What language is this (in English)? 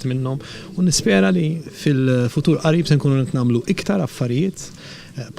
Maltese